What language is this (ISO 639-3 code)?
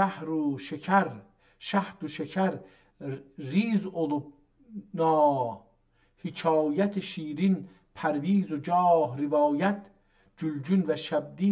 azb